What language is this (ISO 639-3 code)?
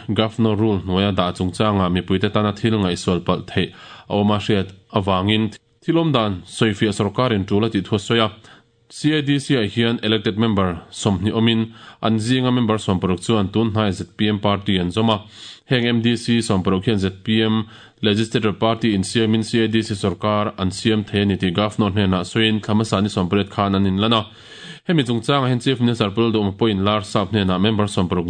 lus